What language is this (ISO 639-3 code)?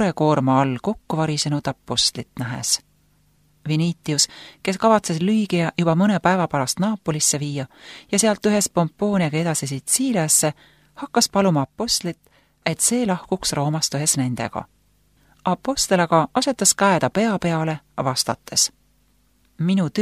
est